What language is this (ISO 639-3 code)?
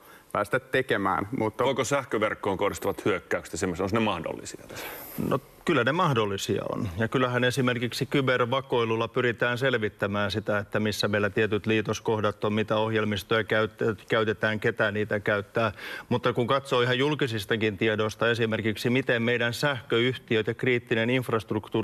fin